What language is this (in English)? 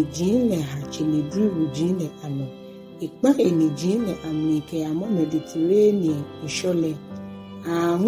Ga